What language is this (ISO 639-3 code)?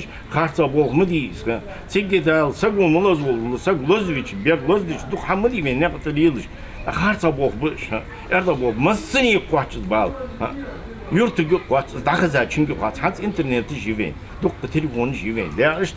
inh